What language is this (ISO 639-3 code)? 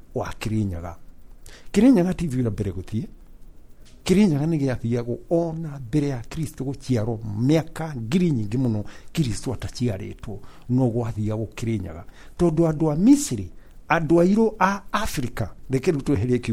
kik